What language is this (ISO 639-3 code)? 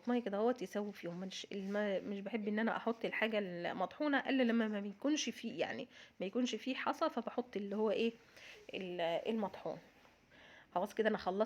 arz